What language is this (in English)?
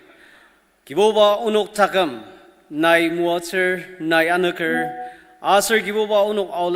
Ao Naga